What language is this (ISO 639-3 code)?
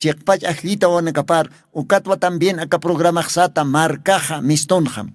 aym